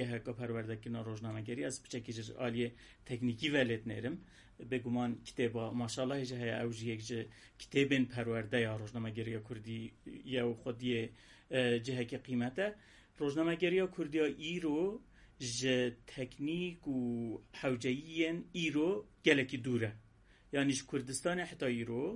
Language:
Kurdish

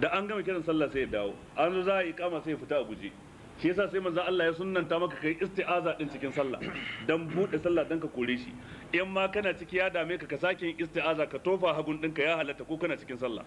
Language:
Hausa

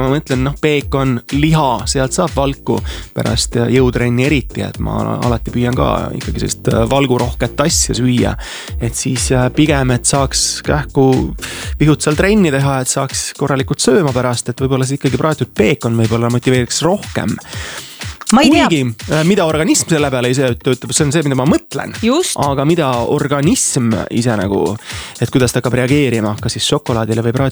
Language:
Estonian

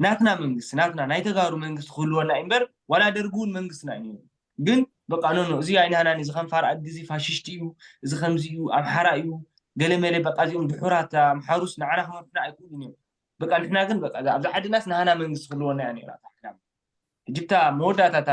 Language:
Tigrinya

